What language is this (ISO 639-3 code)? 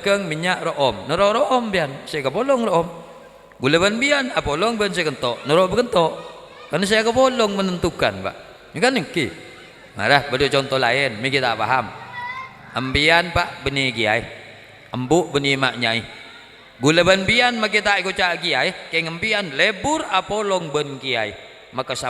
mad